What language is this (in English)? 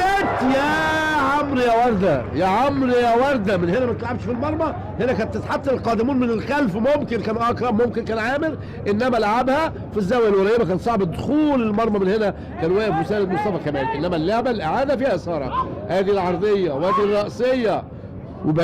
Egyptian Arabic